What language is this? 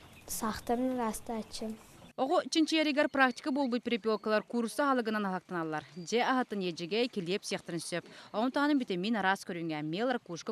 Yakut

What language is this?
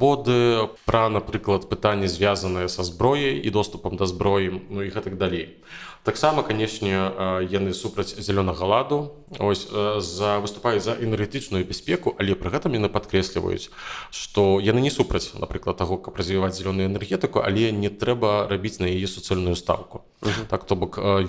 Belarusian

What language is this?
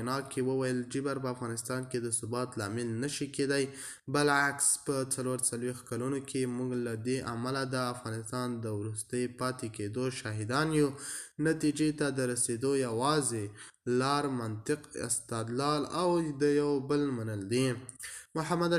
Pashto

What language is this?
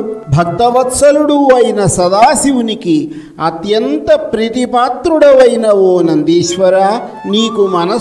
Telugu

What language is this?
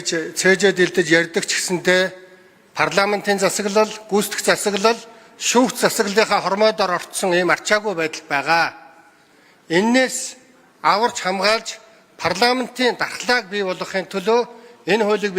Mongolian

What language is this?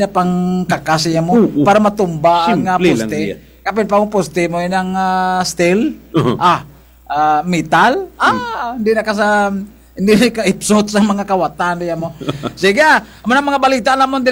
Kinaray-a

